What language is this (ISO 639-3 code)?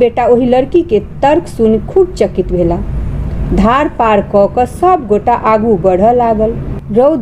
mai